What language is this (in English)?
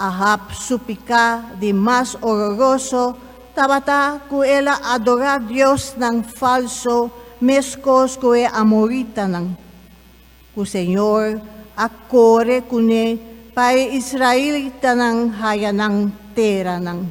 Papiamento